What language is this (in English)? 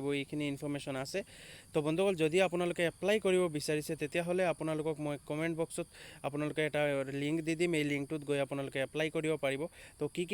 Assamese